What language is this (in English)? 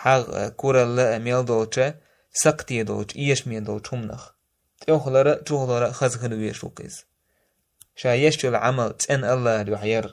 Chechen